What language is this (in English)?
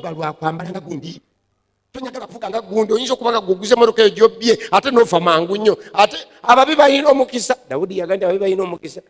Ganda